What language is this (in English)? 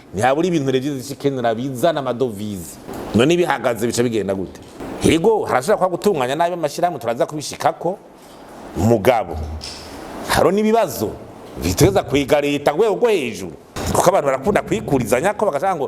Rundi